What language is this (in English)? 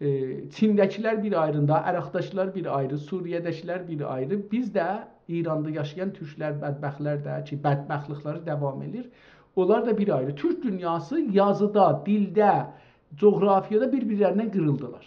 South Azerbaijani